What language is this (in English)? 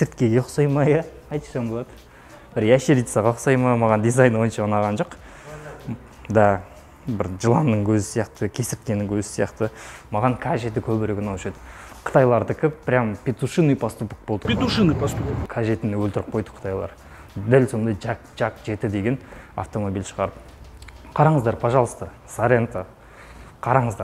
Kazakh